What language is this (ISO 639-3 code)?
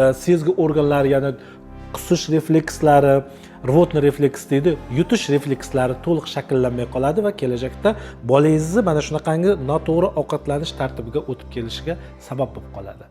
uzb